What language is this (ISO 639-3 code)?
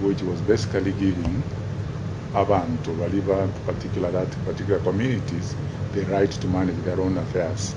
guz